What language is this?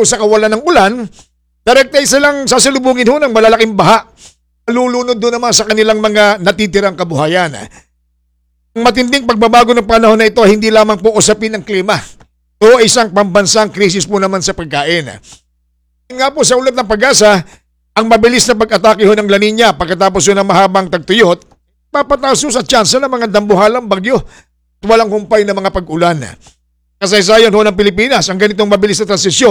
Filipino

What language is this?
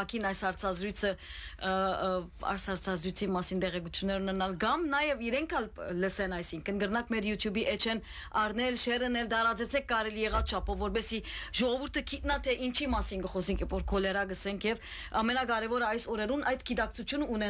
Western Armenian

